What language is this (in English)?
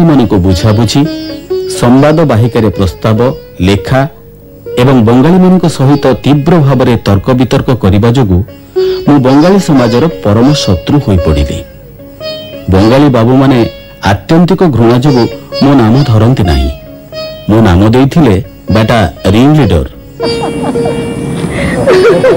Odia